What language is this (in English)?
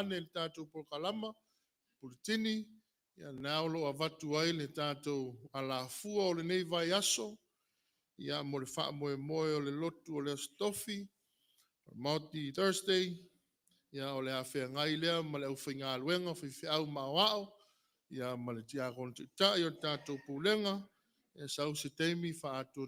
Samoan